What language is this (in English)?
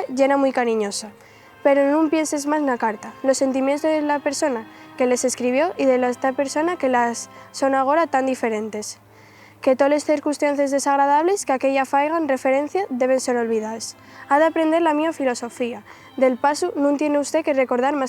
Asturian